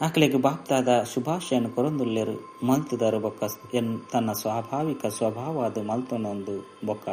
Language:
Tulu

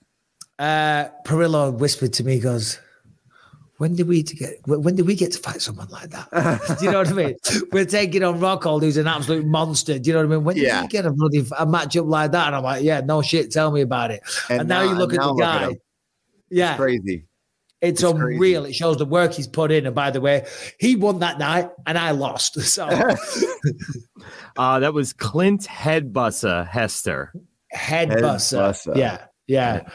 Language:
English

